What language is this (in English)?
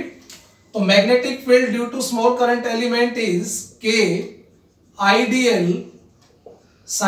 Hindi